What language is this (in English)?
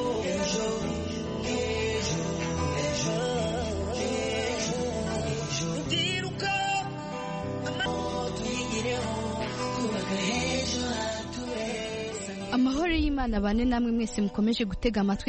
Kinyarwanda